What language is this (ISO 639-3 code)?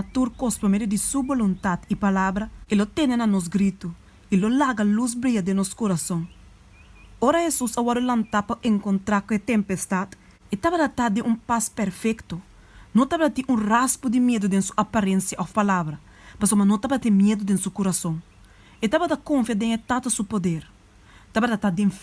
pap